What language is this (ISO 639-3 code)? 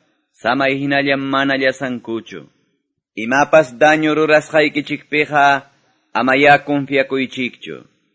que